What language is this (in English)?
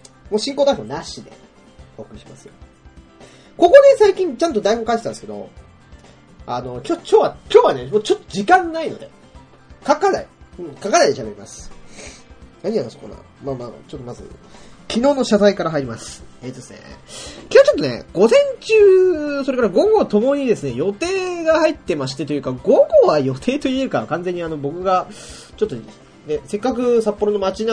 Japanese